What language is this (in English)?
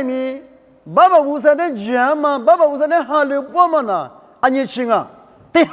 Lisu